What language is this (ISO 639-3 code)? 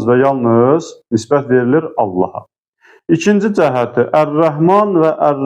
aze